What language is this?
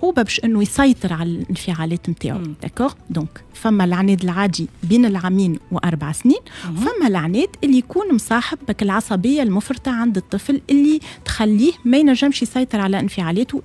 Tunisian Arabic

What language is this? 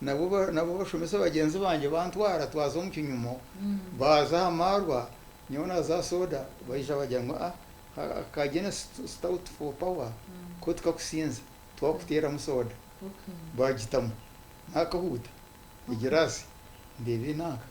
Nyankole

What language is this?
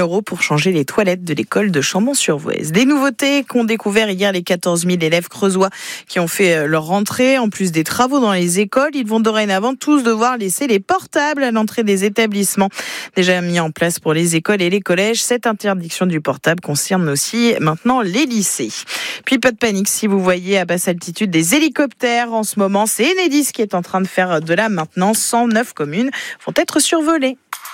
French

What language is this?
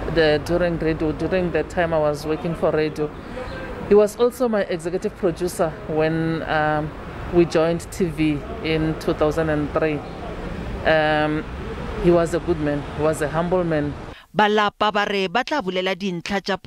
Northern Sotho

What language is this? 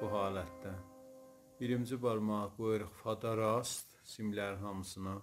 South Azerbaijani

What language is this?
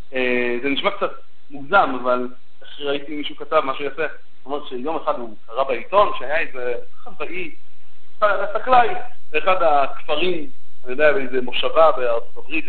Hebrew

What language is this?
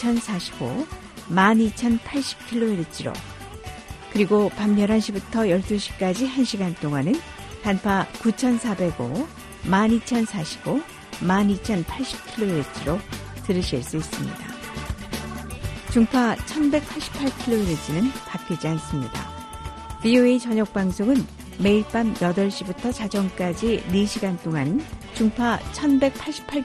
Korean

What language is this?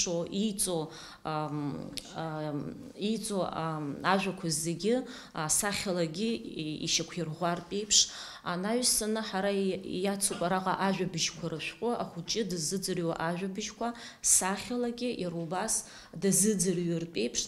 Abkhazian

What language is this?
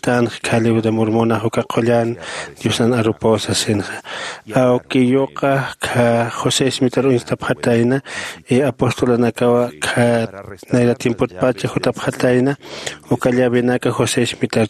Aymara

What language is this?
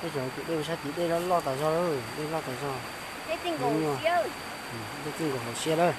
Hmong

